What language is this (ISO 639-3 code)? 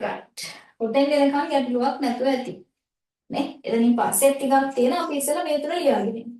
sin